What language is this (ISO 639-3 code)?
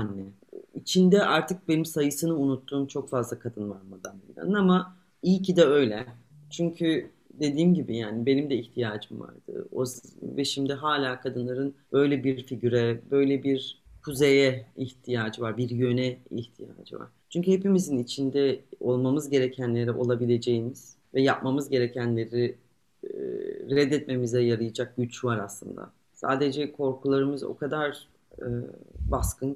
tur